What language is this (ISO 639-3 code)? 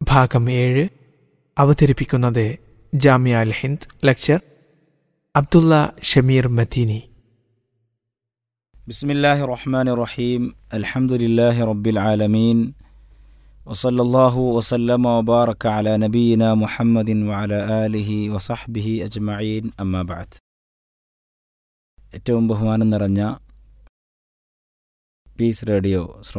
mal